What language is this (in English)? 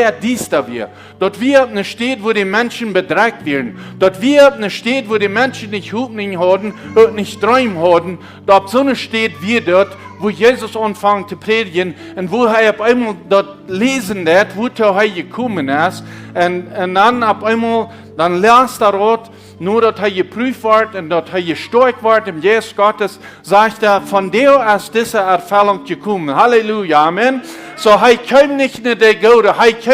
Plautdietsch